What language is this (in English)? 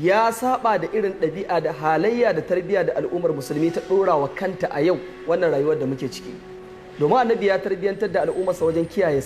Hausa